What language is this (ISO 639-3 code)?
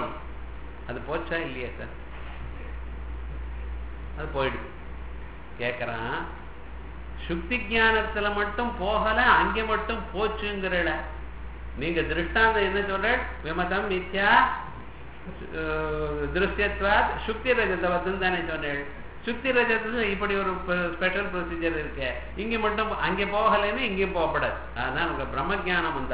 tam